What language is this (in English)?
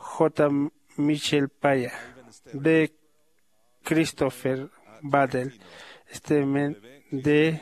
Aymara